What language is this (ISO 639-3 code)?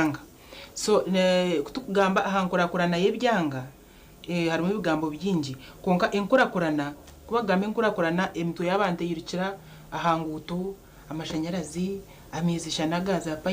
nyn